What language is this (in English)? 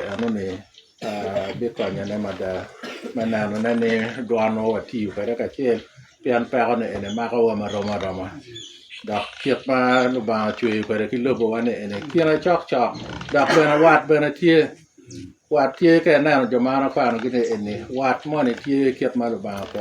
Lango (Uganda)